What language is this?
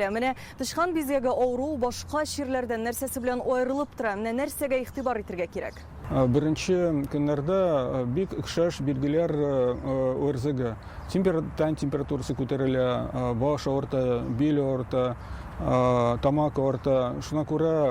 Tatar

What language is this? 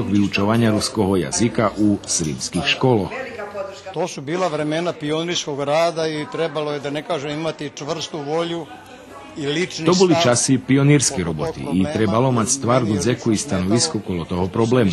Rusyn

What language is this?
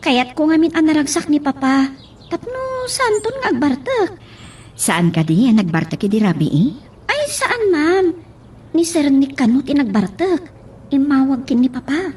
Iloko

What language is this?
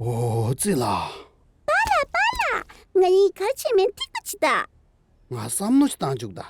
Tibetan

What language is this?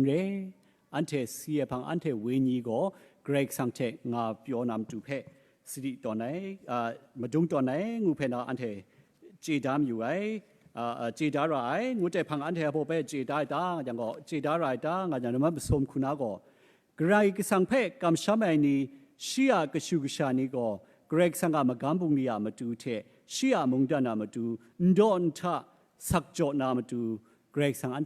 Kachin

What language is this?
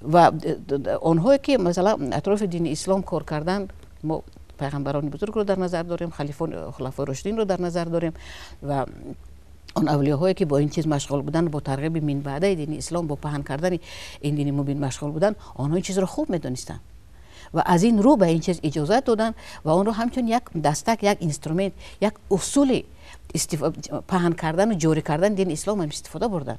Tajik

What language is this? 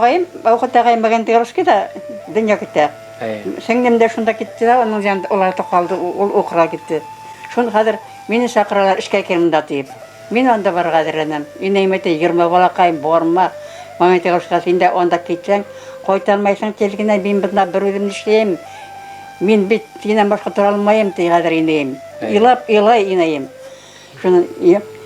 Bashkir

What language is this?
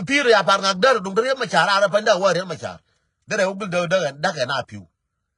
Nuer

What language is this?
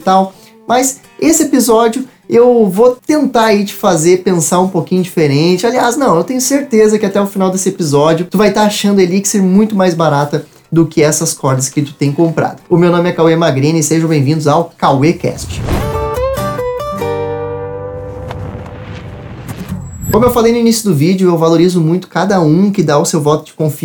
Portuguese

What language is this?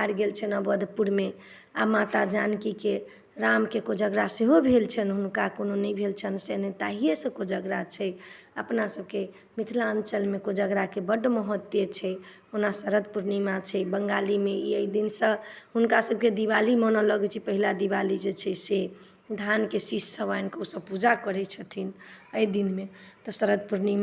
Maithili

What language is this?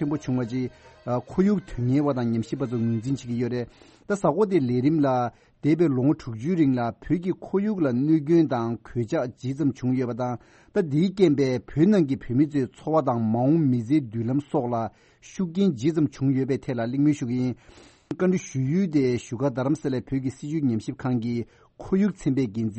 Tibetan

